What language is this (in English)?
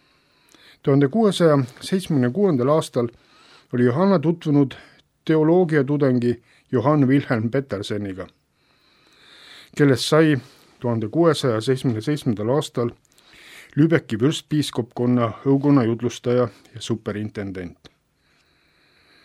Estonian